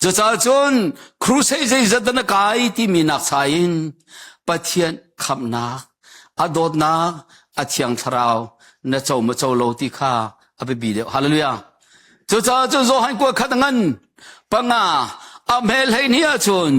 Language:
Hakha Chin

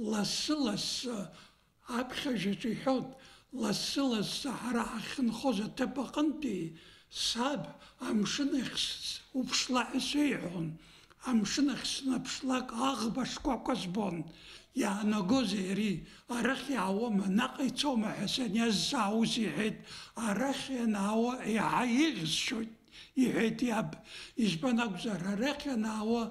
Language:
Abkhazian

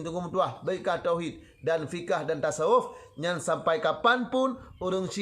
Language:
Achinese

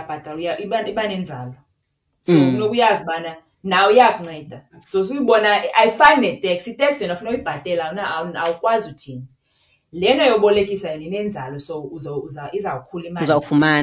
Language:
Xhosa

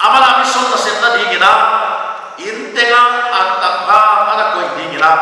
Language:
Paite Chin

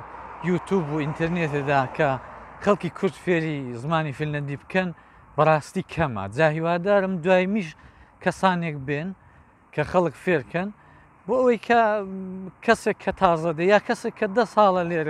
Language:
Central Kurdish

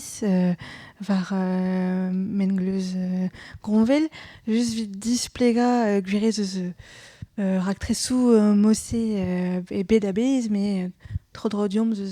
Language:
Breton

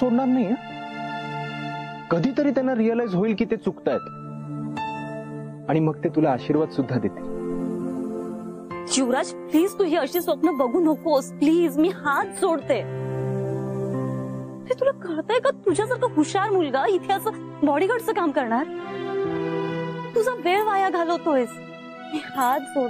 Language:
Marathi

